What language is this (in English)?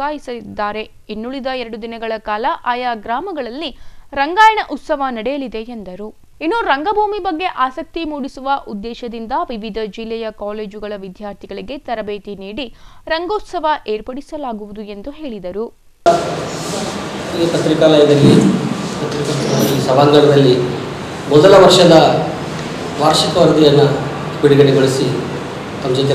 Kannada